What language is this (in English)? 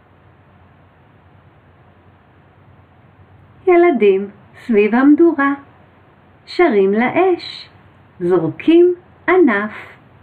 Hebrew